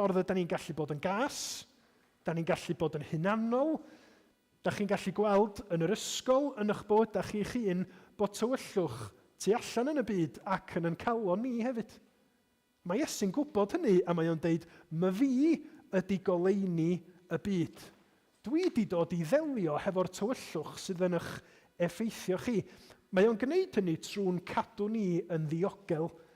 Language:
Welsh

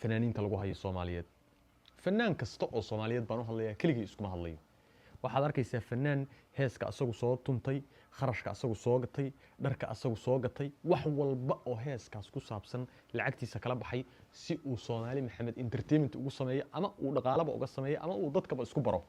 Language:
Somali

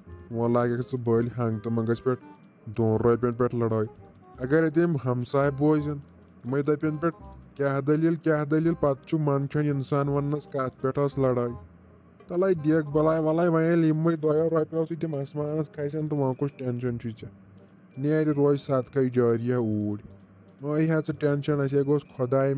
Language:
Kashmiri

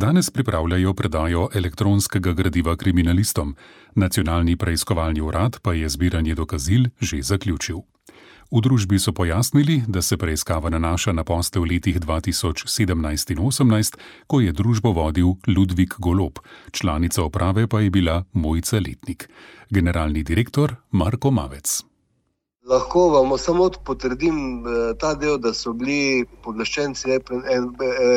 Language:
Slovenian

